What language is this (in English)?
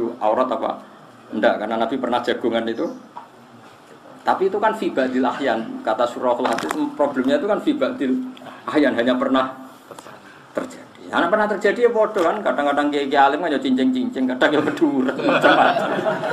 Indonesian